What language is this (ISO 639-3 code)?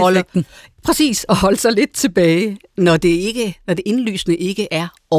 dan